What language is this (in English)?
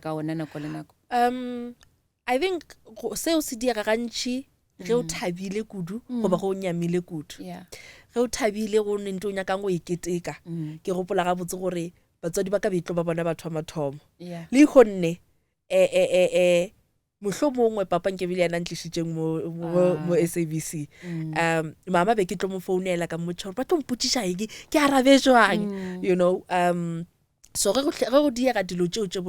Northern Sotho